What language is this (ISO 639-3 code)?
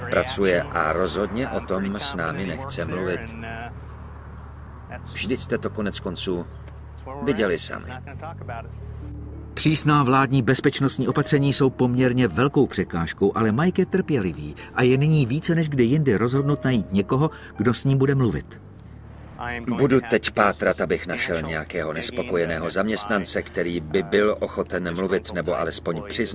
ces